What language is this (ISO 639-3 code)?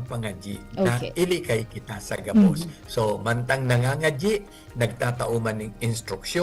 bik